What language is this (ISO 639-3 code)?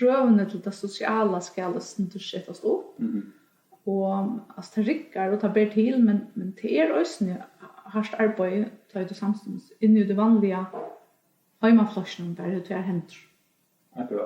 fao